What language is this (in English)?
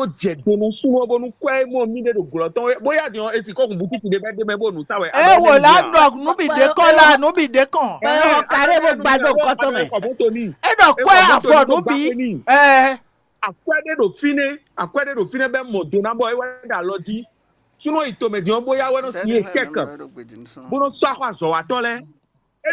Fon